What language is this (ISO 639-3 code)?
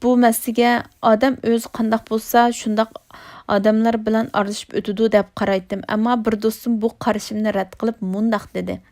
uig